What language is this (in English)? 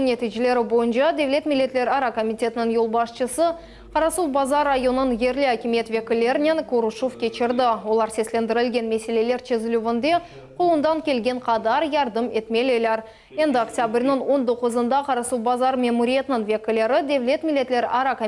Crimean Tatar